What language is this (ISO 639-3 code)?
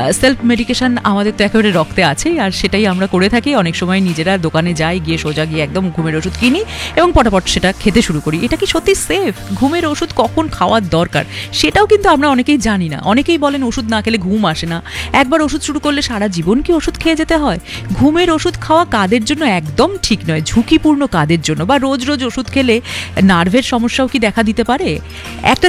ben